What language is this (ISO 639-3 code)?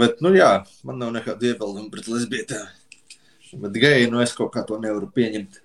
lav